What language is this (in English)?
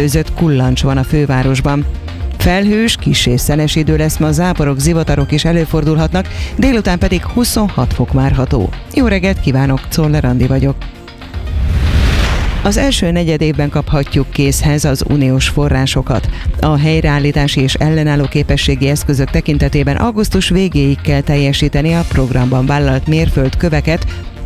Hungarian